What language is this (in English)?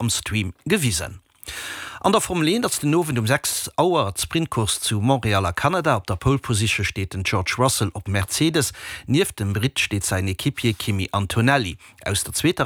Luxembourgish